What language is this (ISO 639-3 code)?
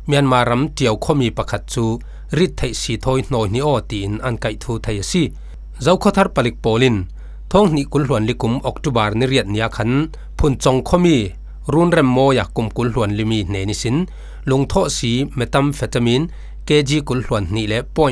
cfm